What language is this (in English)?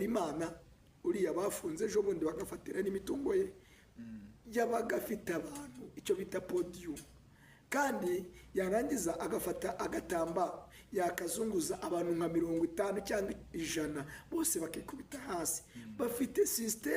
Kinyarwanda